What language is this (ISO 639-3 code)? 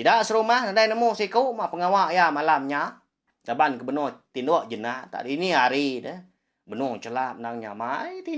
iba